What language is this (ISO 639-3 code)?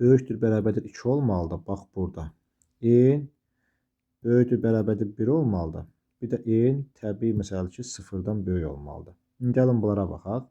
aze